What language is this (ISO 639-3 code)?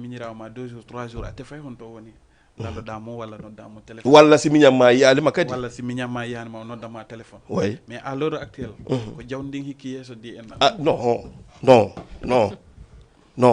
ful